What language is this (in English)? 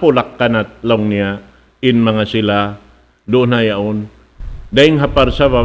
Tausug